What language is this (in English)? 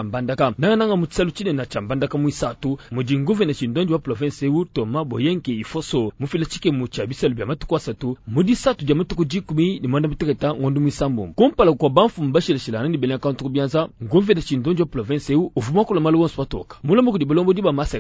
Luba-Lulua